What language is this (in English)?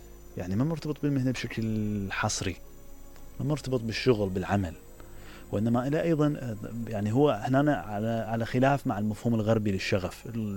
Mesopotamian Arabic